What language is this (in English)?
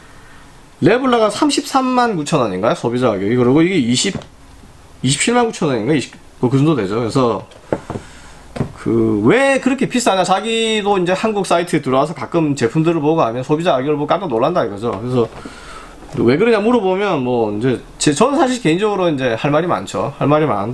Korean